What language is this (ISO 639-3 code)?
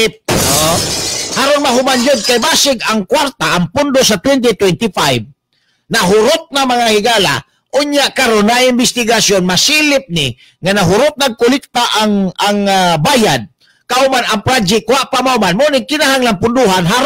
ceb